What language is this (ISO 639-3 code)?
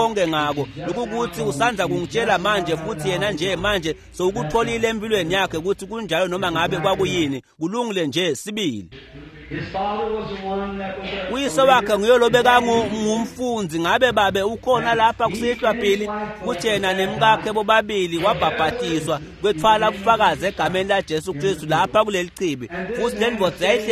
ssw